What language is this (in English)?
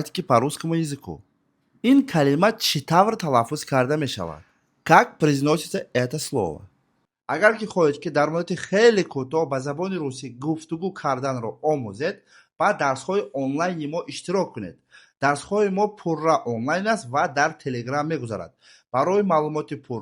Tajik